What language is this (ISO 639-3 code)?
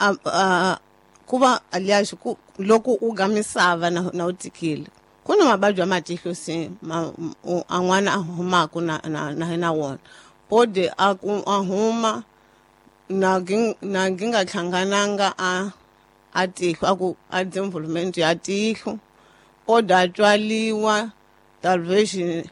tso